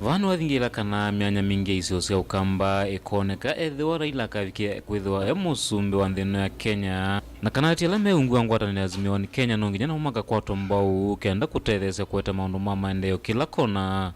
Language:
Kamba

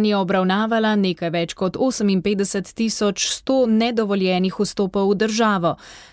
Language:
Slovenian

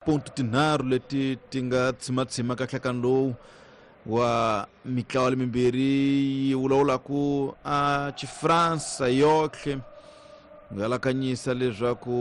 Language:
Tsonga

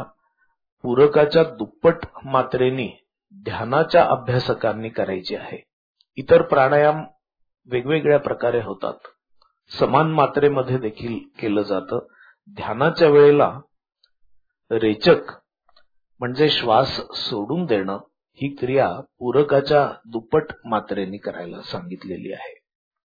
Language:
Marathi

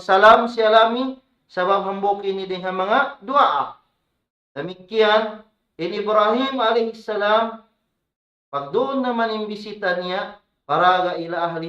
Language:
Tausug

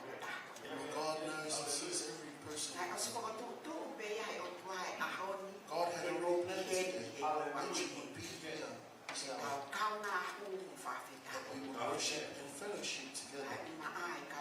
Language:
Tongan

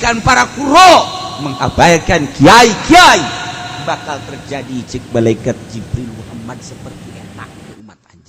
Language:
Sundanese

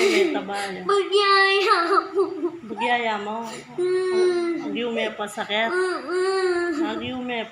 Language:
Pampanga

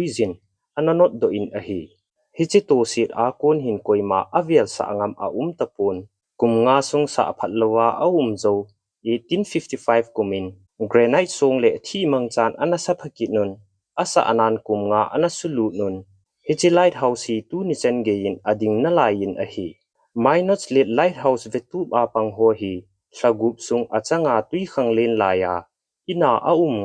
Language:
Thado Chin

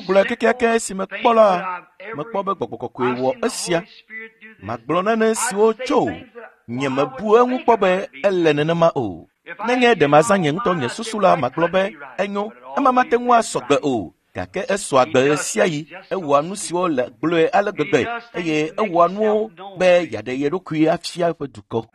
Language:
Ewe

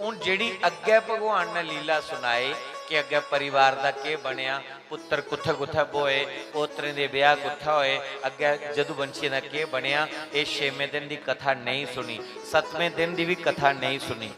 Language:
Dogri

